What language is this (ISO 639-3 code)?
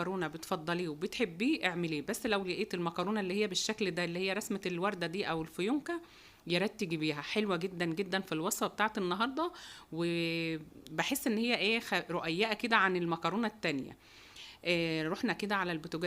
arz